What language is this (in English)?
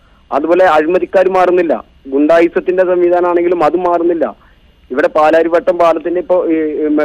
Malayalam